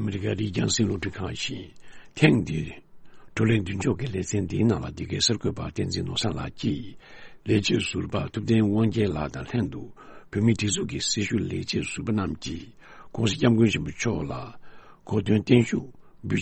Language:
Tibetan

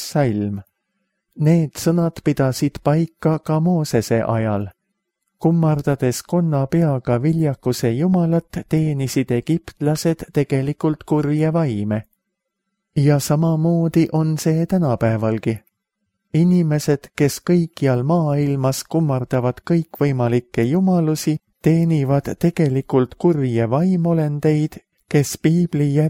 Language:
Estonian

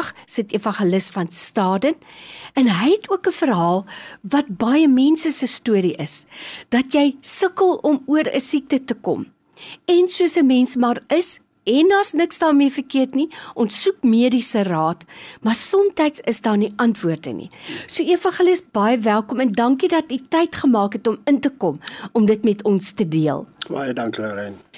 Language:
Afrikaans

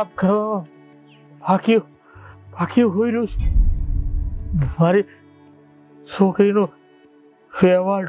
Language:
Gujarati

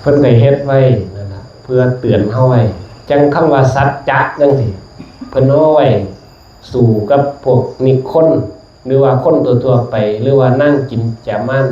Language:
Northeastern Thai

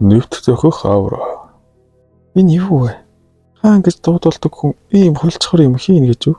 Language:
Mongolian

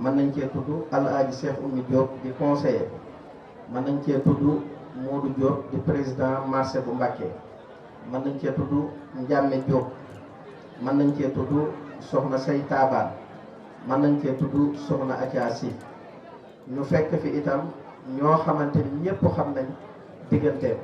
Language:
Wolof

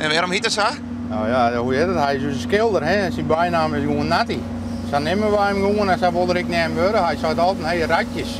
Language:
Western Frisian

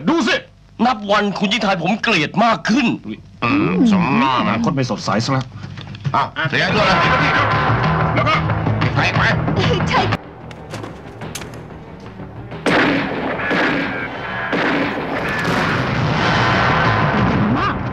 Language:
Thai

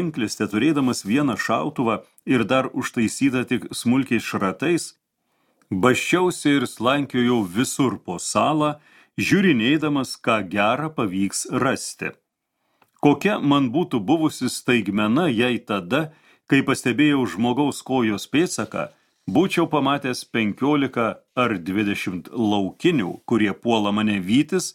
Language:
Lithuanian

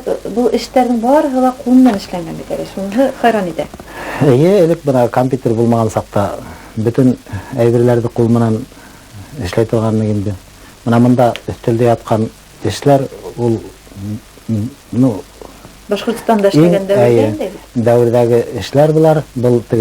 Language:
Bashkir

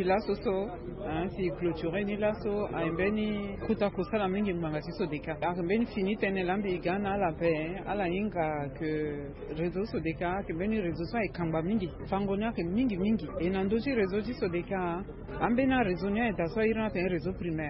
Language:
Sango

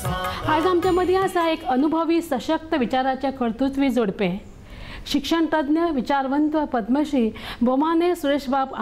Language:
Konkani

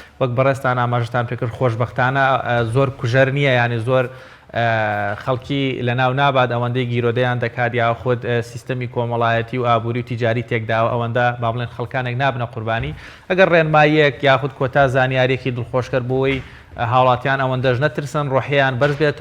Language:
Central Kurdish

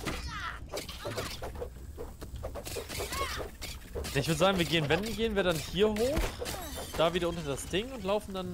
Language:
German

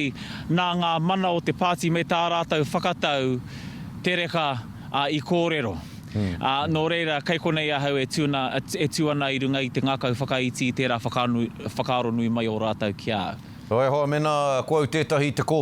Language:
Māori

